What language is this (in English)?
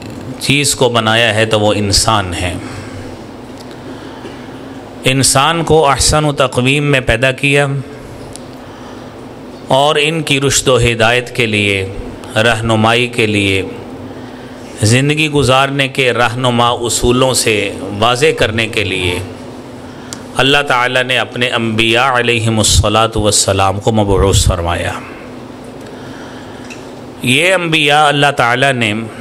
Urdu